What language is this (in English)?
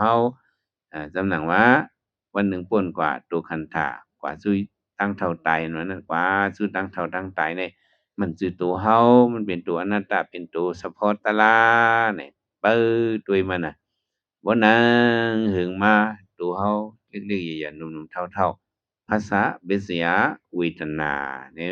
Shan